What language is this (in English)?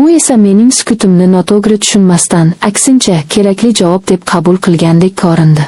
Uzbek